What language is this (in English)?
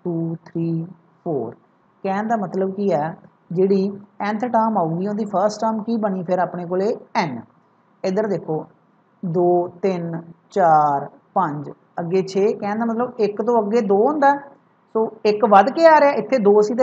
Punjabi